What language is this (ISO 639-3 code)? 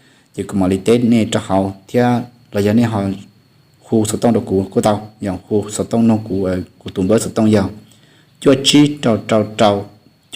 hmn